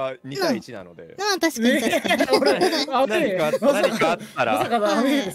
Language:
Japanese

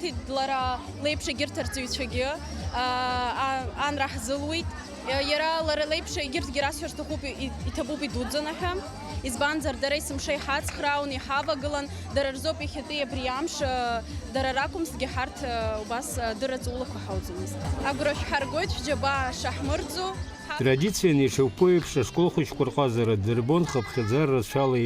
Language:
Abkhazian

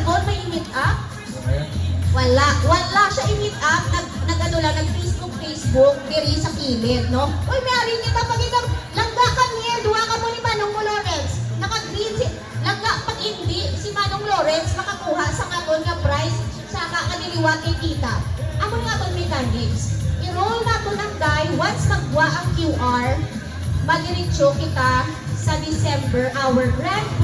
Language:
Hiligaynon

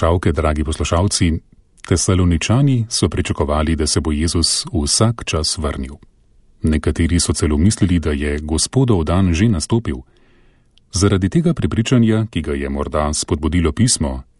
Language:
Slovenian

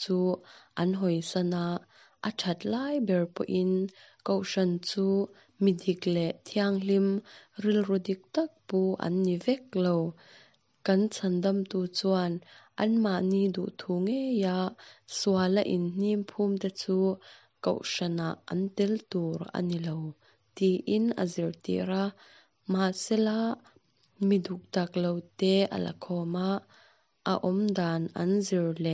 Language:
Mizo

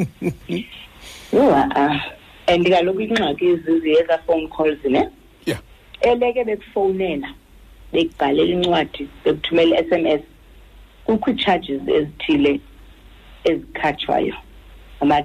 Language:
Xhosa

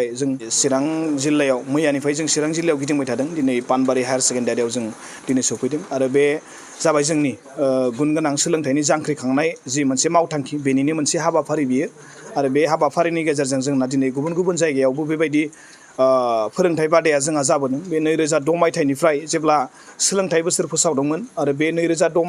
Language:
Bodo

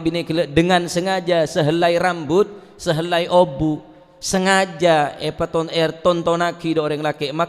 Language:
Madurese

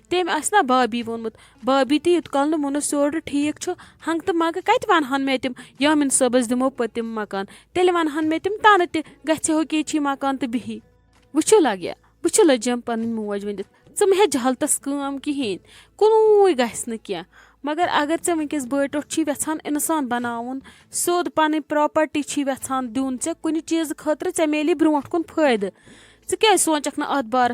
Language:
Kashmiri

